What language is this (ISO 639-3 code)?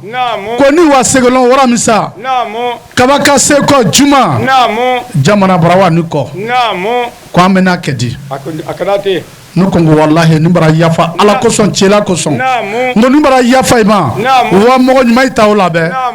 bam